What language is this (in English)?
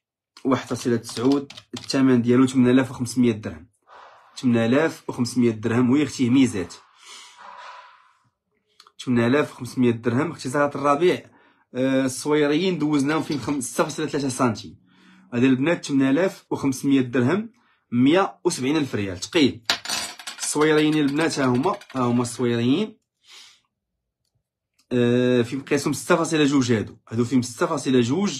Moroccan Arabic